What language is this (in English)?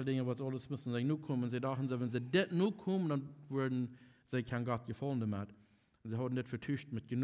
Plautdietsch